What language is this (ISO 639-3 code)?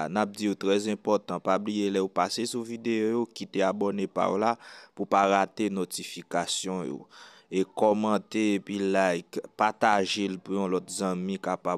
hat